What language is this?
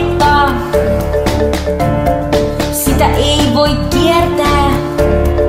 Finnish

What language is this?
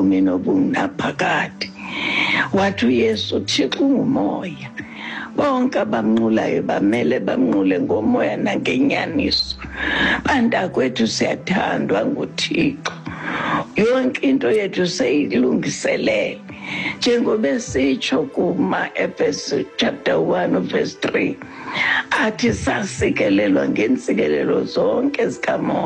Xhosa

